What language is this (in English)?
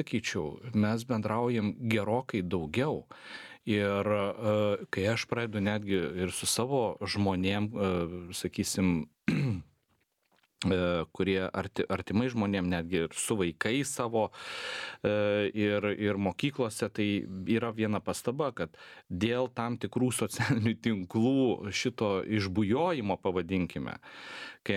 Lithuanian